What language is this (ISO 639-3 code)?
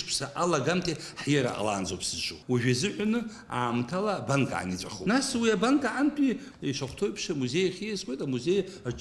abk